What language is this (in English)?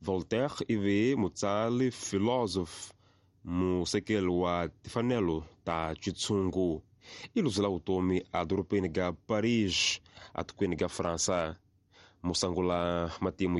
Tsonga